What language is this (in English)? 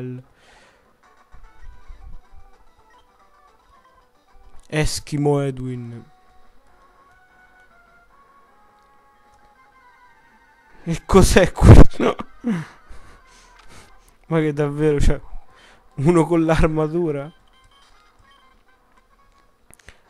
Italian